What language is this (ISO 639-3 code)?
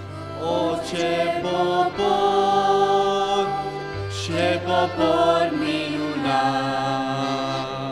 ron